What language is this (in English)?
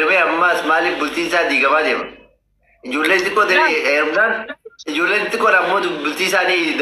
Oromo